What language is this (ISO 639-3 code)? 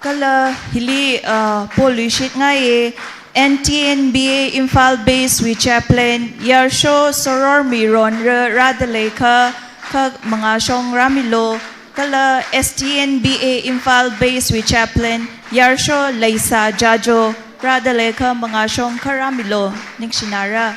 nmf